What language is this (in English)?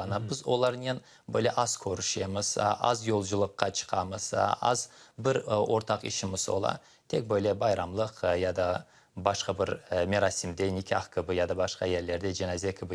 Crimean Tatar